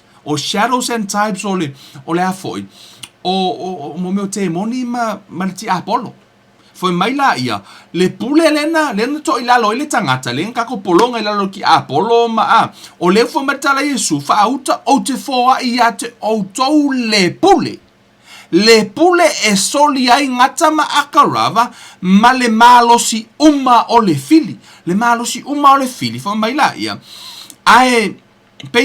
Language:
Samoan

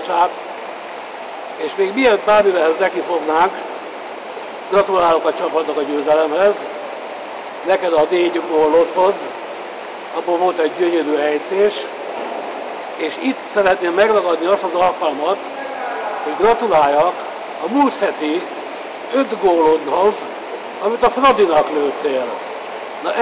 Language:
Hungarian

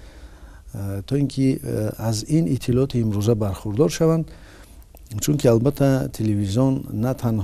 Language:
Tajik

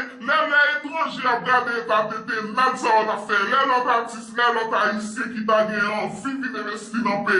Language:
Haitian Creole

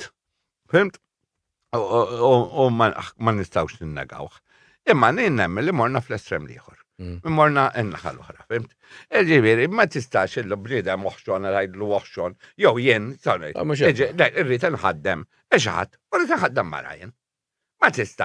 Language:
Maltese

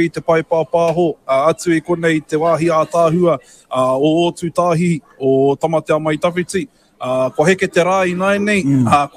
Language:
Māori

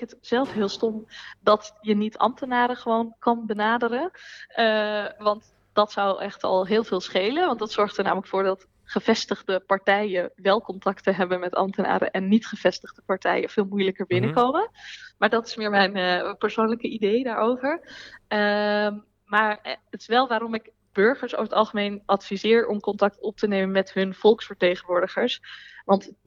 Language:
Dutch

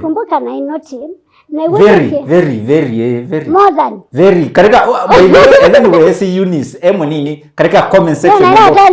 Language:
Kamba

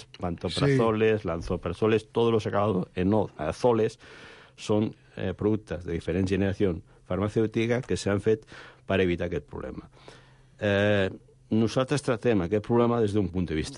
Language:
Catalan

